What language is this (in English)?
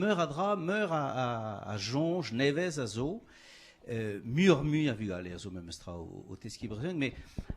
Breton